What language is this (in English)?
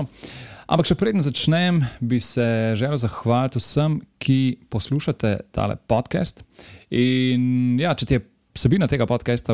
Slovenian